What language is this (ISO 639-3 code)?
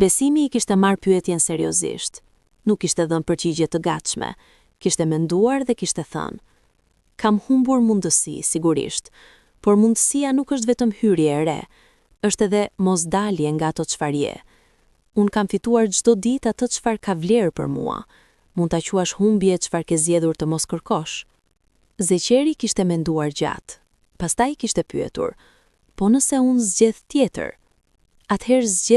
sqi